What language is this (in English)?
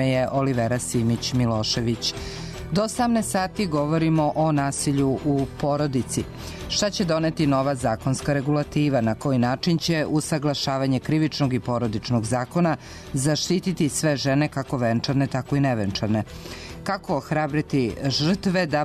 Serbian